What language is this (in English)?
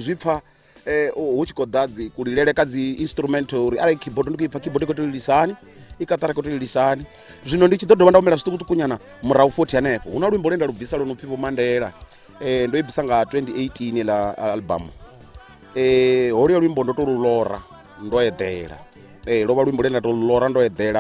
Venda